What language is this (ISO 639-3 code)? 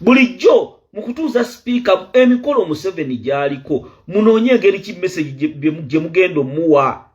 lug